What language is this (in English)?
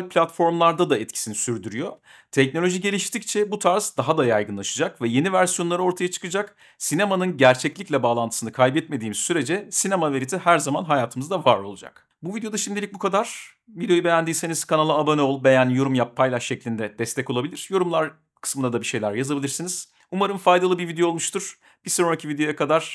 Turkish